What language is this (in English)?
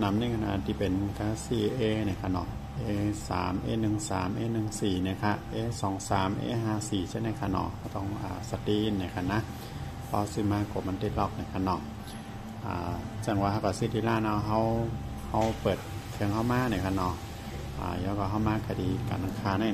Shan